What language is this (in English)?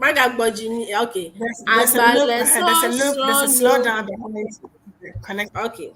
Ewe